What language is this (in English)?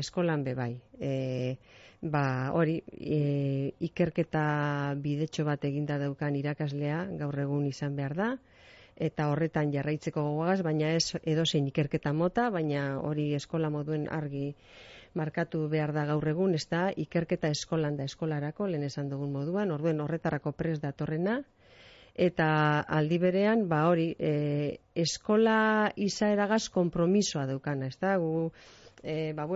Basque